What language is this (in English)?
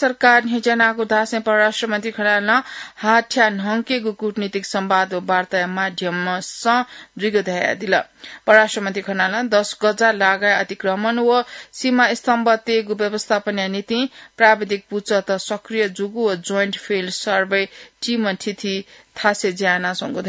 Newari